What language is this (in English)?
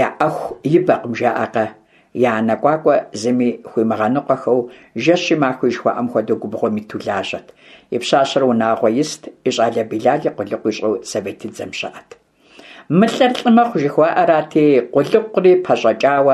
Kabardian